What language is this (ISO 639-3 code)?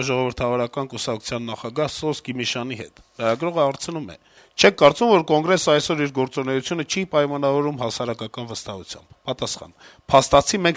hye